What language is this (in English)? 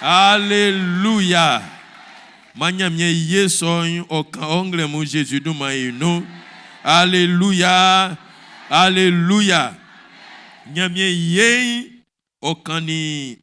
Baoulé